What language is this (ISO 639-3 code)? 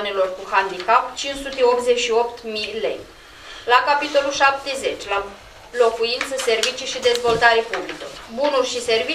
ron